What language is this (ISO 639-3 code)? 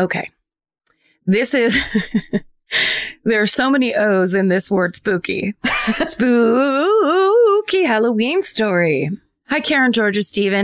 eng